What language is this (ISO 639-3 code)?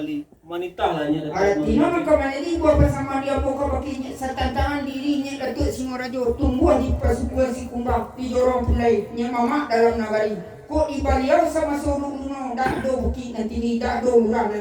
min